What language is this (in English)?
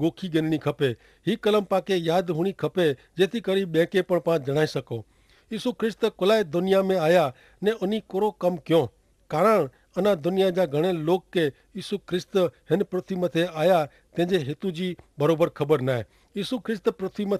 Kachhi